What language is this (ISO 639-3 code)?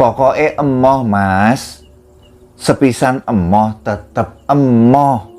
jav